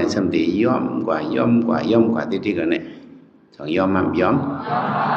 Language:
Shan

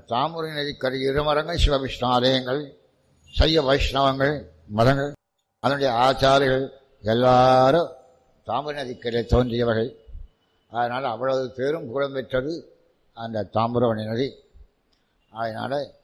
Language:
Tamil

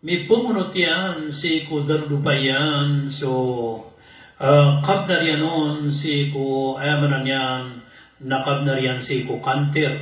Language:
Maranao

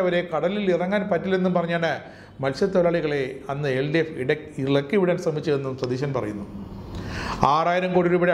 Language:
Malayalam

